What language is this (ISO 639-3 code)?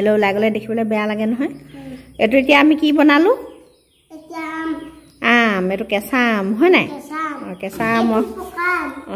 asm